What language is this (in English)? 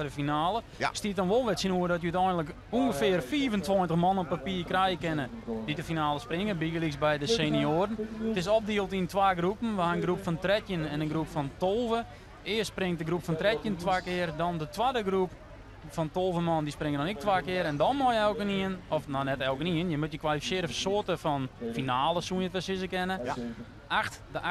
Western Frisian